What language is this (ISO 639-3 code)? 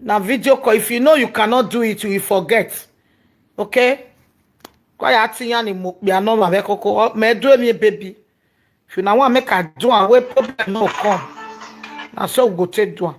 pcm